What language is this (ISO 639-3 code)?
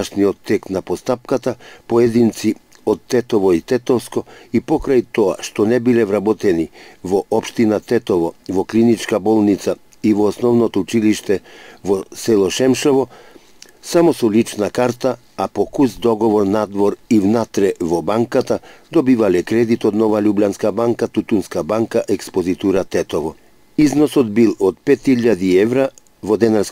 mkd